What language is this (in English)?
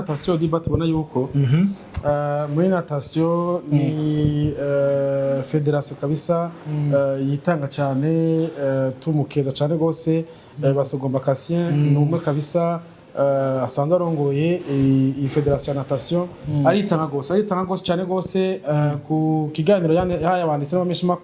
Rundi